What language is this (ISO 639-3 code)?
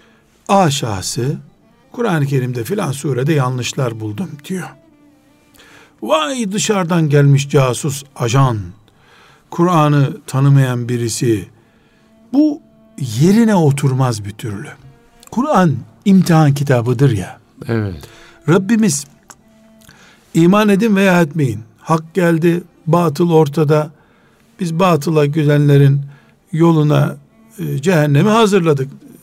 tur